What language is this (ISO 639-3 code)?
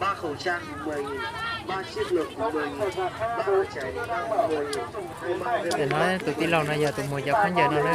hmn